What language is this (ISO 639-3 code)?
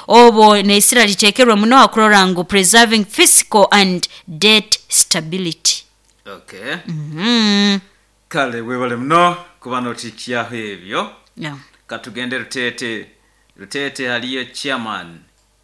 nyo